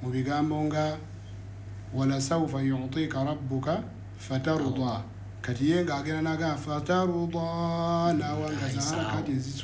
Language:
Ganda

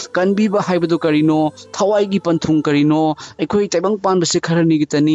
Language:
Manipuri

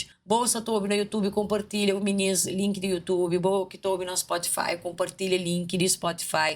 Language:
Kabuverdianu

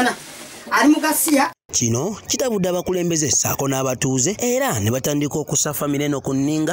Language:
Ganda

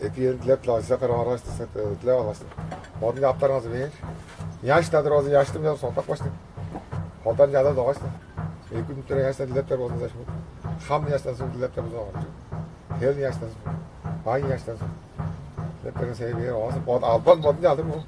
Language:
Tuvinian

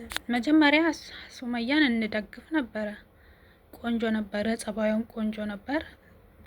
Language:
Amharic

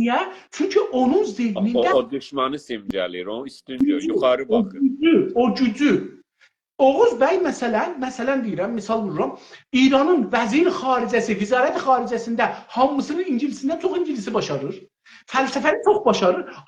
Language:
South Azerbaijani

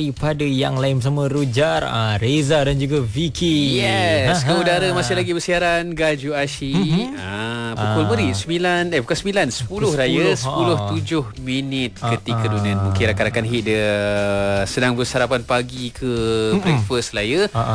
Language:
Malay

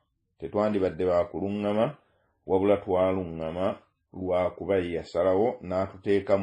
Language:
Ganda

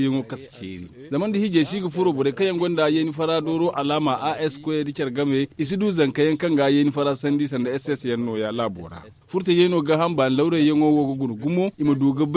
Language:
Zarma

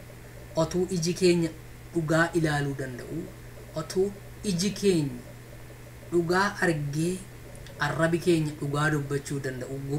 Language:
Oromo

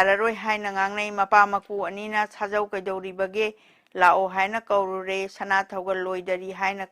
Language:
Manipuri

